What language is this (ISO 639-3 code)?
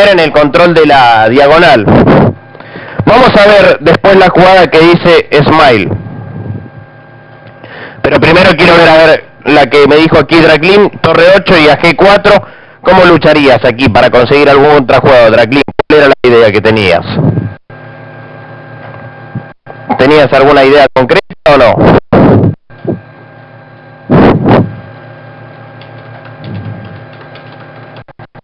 spa